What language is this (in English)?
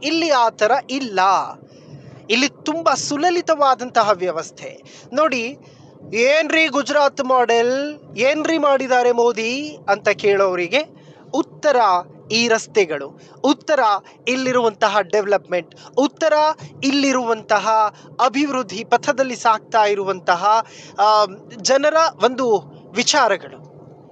Kannada